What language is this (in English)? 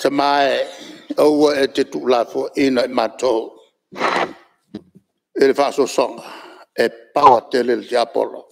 Samoan